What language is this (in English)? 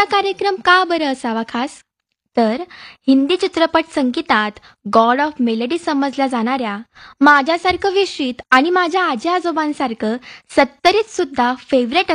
Marathi